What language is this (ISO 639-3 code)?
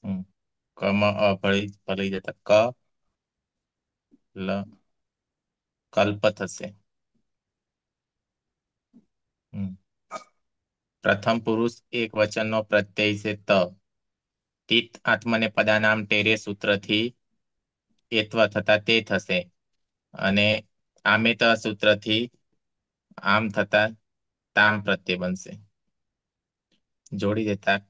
guj